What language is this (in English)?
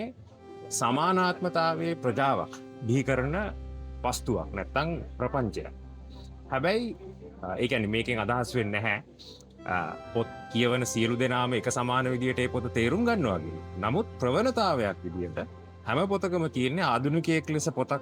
Sinhala